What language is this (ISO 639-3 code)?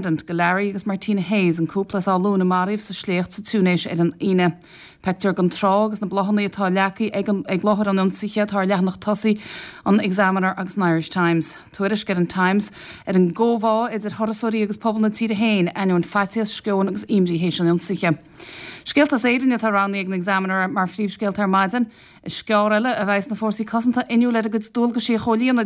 gle